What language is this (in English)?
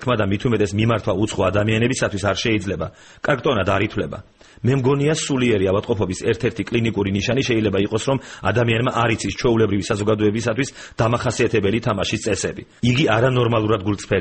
Georgian